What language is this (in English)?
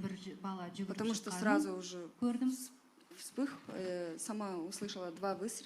Kazakh